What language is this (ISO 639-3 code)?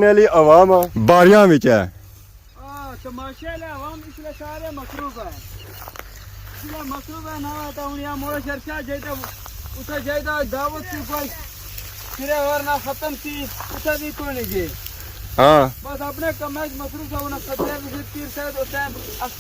phr